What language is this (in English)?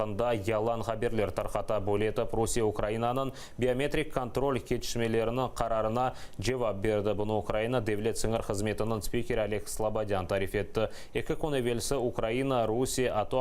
Crimean Tatar